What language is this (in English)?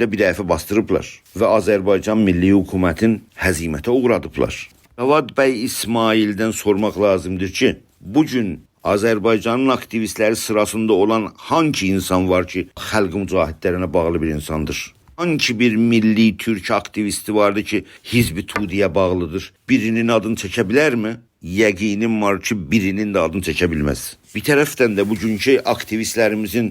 South Azerbaijani